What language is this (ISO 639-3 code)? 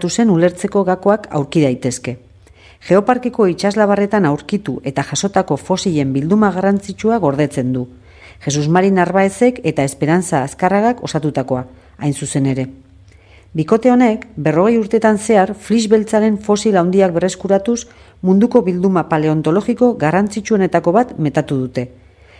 eus